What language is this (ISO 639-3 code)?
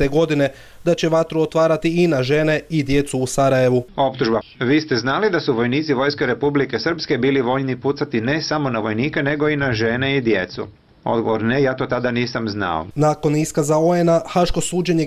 bos